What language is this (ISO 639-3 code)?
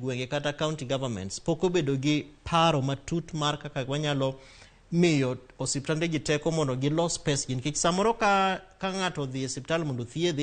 luo